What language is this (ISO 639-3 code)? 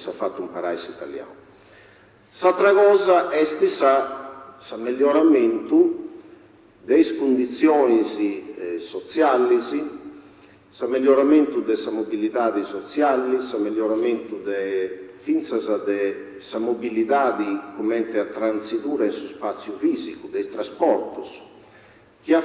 srd